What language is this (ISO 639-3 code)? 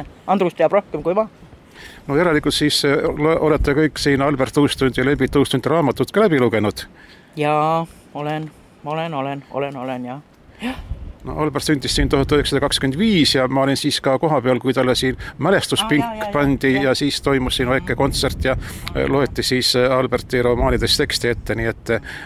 est